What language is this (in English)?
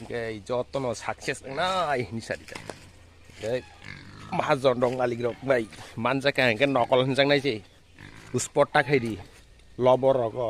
Kok Borok